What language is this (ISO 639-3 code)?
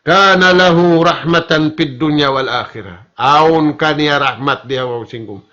tsg